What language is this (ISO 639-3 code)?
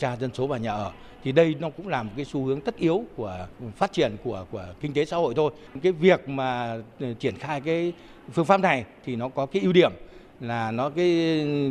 vie